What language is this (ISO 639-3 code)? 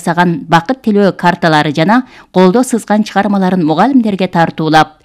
kir